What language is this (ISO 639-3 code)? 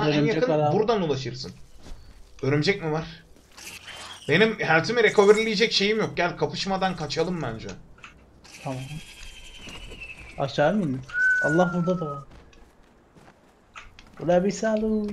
tur